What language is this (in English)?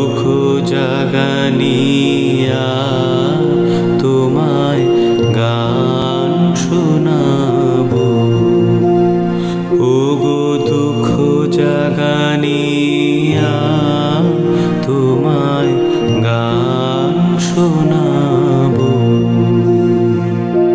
Bangla